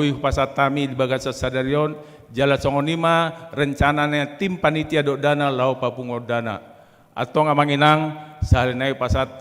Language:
Batak Toba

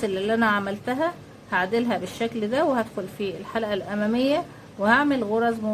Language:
Egyptian Arabic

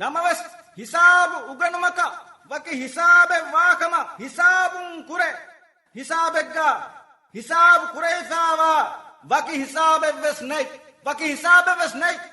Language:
Divehi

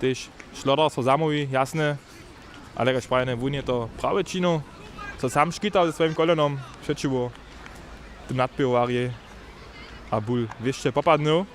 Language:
Upper Sorbian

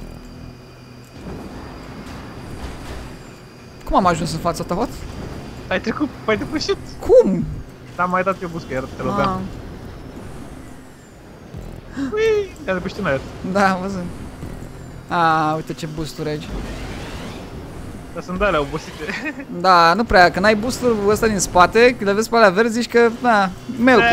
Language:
Romanian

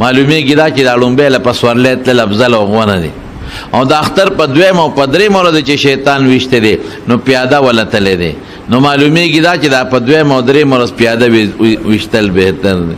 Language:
Pashto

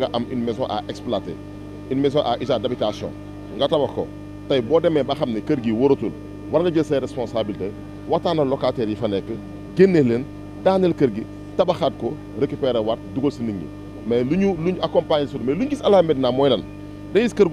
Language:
Wolof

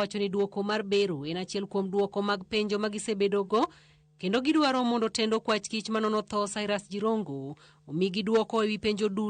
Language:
Luo (Kenya and Tanzania)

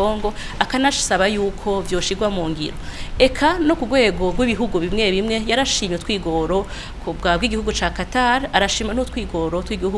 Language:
Rundi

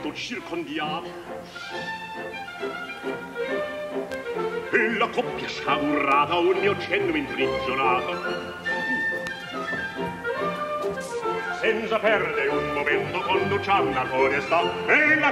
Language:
Italian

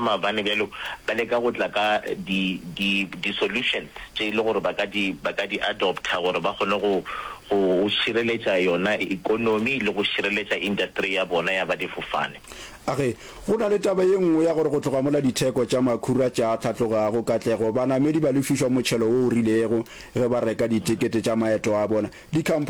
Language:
Northern Sotho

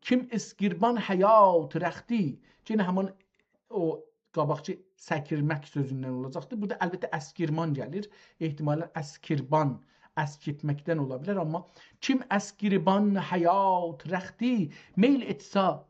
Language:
South Azerbaijani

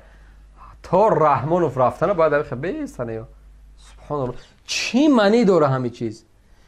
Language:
Tajik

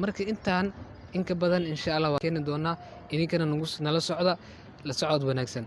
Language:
Somali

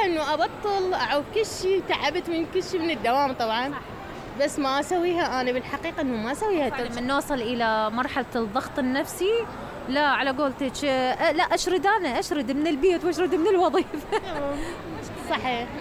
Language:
Mesopotamian Arabic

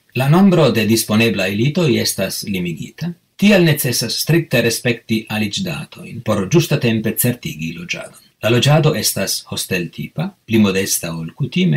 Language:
Esperanto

